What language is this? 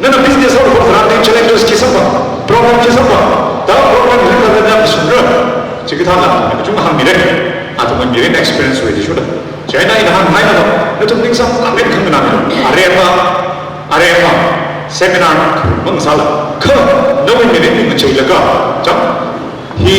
Tangkhul Naga (India)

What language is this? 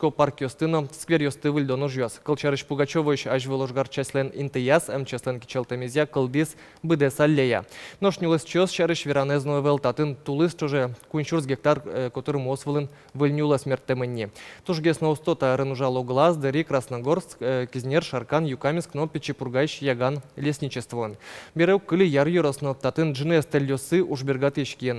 Udmurt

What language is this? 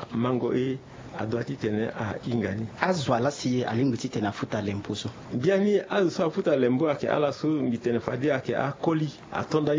Sango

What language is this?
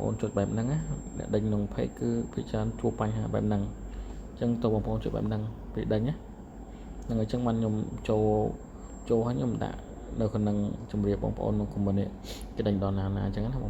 Khmer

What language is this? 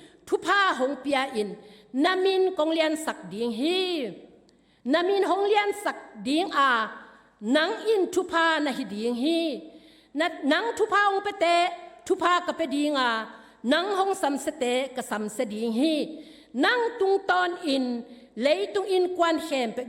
Tedim Chin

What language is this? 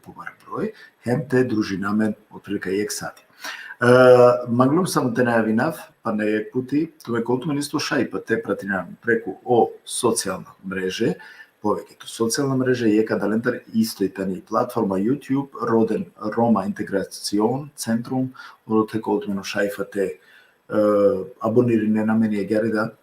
Balkan Romani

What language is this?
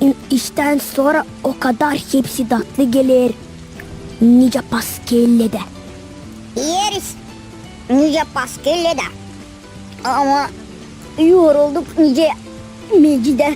Gagauz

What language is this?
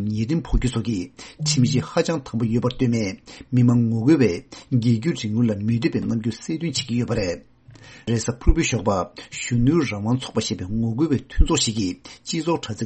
Tibetan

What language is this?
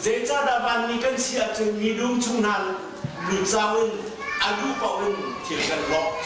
Hakha Chin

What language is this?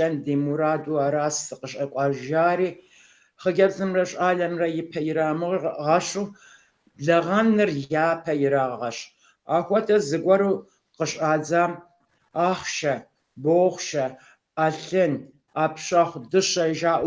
Kabardian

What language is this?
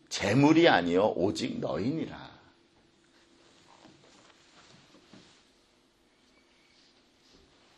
Korean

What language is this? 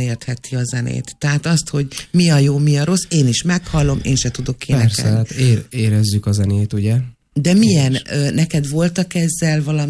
Hungarian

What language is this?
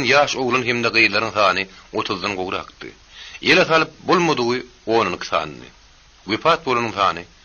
Turkmen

